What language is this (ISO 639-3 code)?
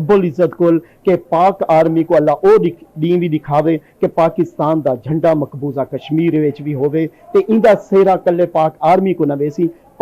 skr